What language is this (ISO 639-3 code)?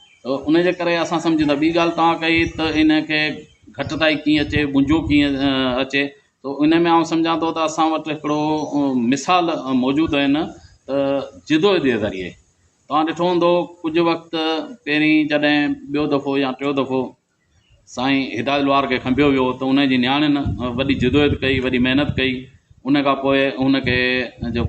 snd